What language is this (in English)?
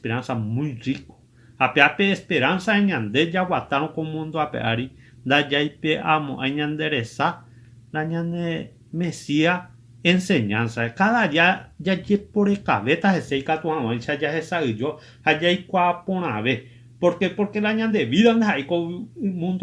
Guarani